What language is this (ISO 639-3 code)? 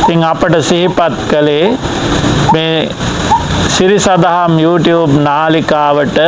sin